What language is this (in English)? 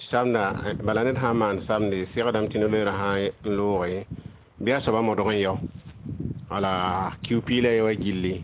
Mossi